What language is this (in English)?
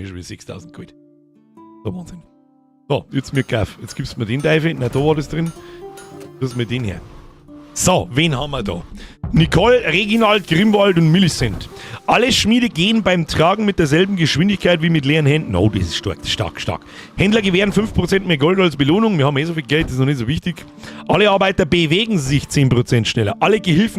Bavarian